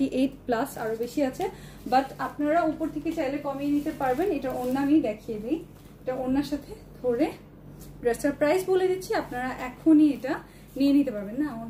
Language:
Bangla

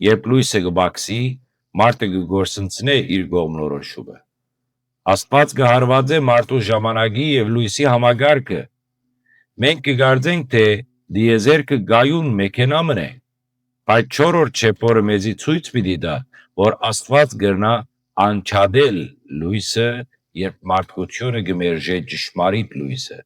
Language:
Western Armenian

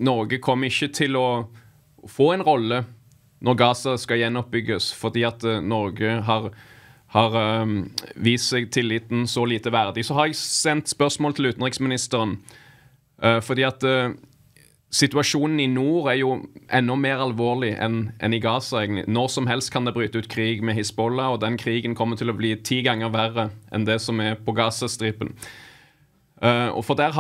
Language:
Norwegian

